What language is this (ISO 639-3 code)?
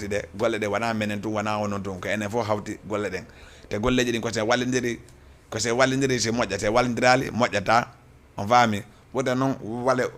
ful